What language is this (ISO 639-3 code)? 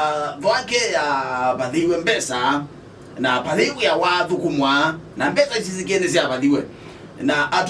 kam